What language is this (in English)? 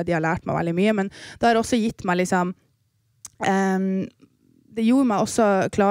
Norwegian